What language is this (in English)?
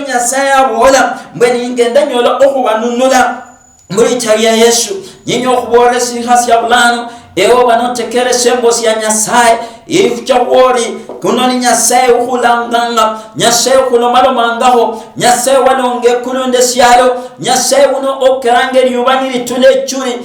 Luyia